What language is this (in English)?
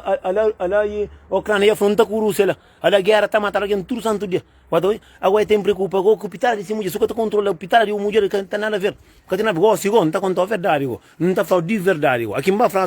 Kabuverdianu